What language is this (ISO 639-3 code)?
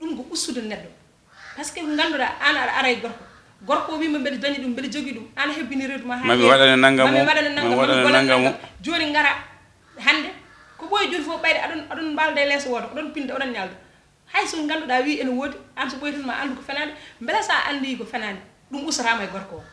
ful